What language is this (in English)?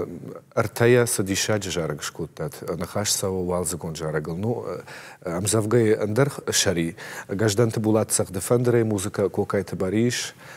Ossetic